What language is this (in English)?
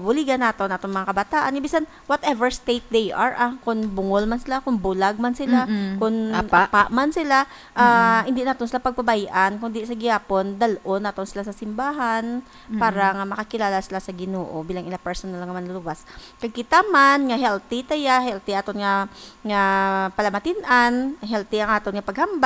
Hiligaynon